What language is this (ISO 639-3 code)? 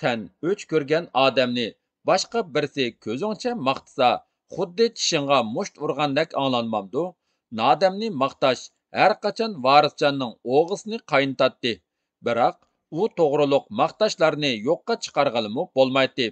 uig